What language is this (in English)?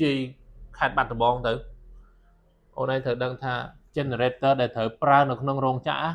Khmer